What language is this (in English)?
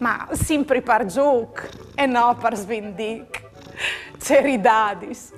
Friulian